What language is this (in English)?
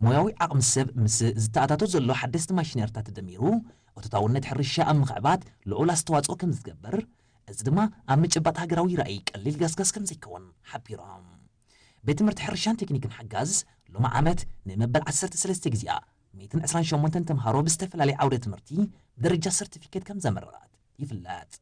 Tigrinya